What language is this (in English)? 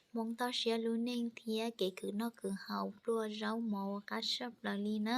Hmong